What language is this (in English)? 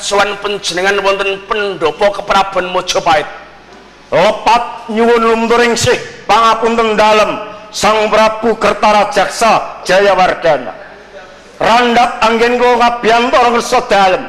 Javanese